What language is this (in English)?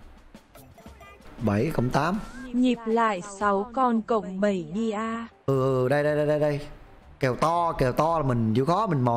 Vietnamese